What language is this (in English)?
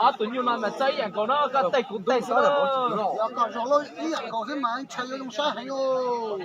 Hmong